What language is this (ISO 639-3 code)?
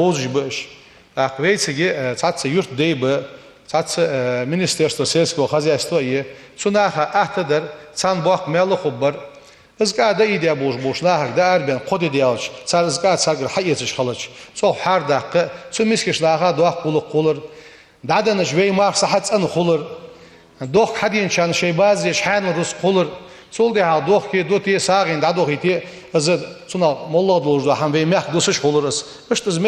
inh